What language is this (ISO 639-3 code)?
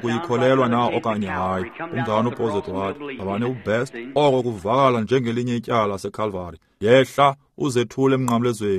xho